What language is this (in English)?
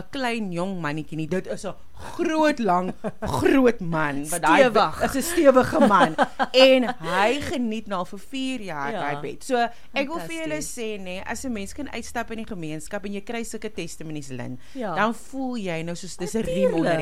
Afrikaans